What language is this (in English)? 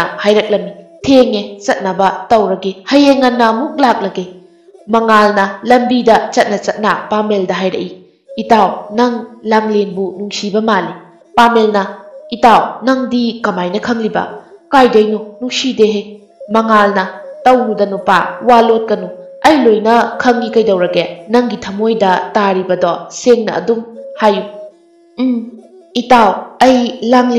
Manipuri